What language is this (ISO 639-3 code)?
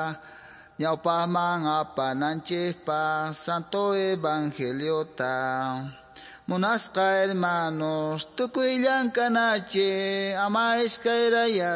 que